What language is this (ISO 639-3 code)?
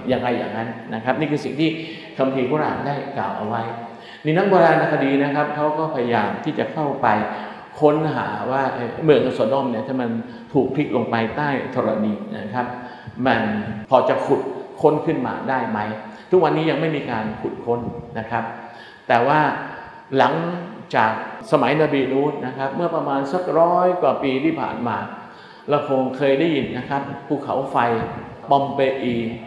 tha